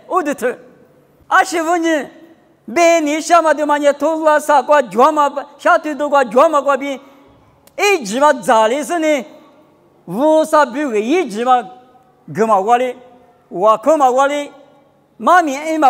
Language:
Lisu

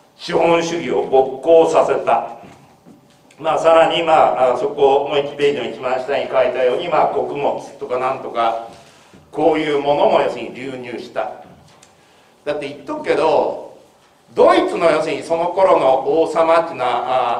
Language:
Japanese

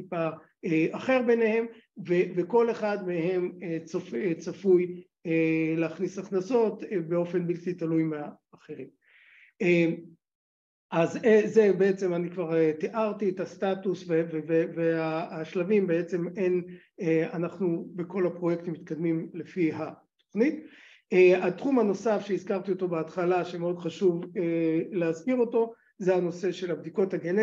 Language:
Hebrew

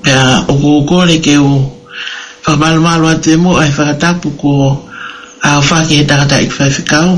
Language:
Tongan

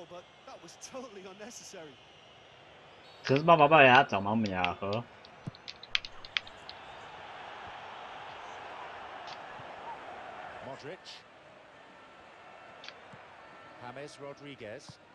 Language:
Turkish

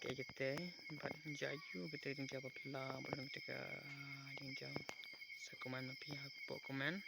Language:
Khasi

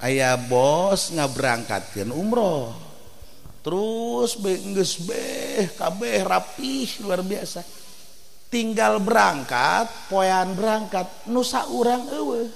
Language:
Sundanese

